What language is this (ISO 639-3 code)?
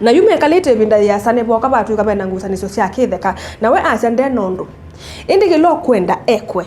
kam